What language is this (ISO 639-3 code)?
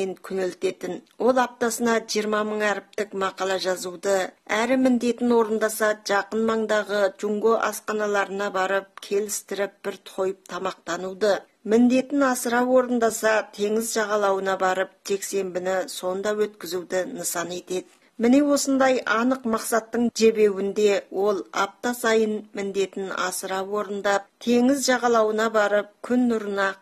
kaz